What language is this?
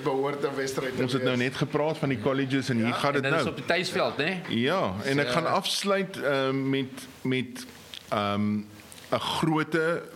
Afrikaans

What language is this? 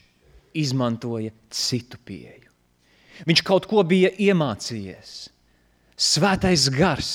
Latvian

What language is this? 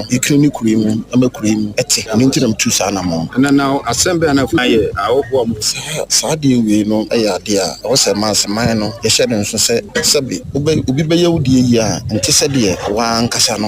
Akan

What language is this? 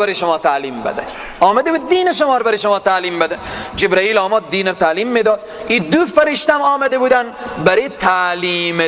Persian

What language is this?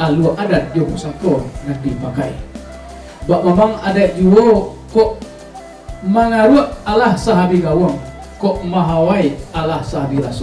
Minangkabau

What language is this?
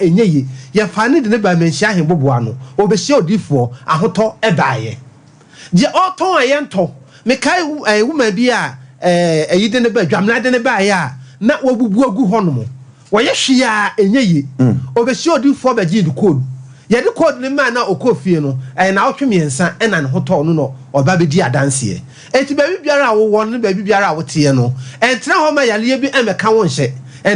Akan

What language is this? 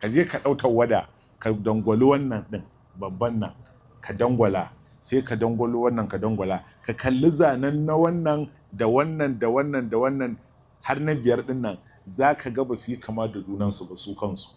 Hausa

